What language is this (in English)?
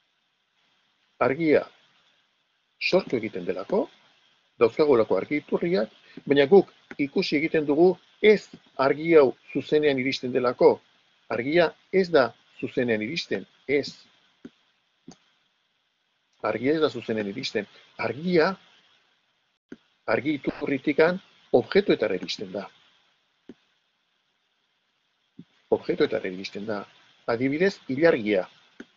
Basque